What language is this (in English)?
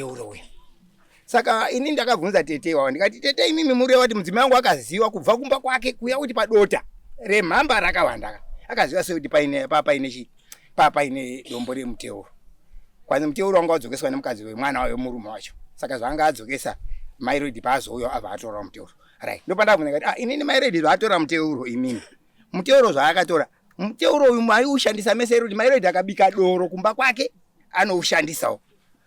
Shona